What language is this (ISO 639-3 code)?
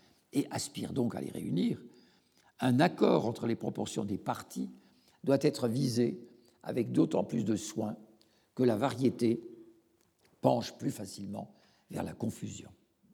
fra